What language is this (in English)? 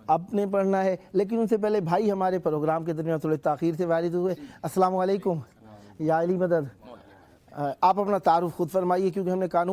Urdu